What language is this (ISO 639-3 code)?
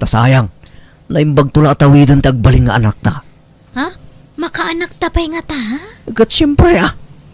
ilo